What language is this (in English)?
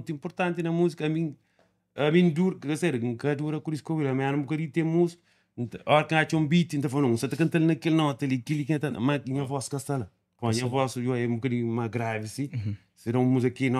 Kabuverdianu